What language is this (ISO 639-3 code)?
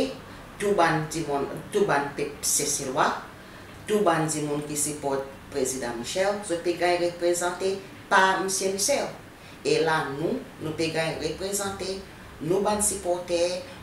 crs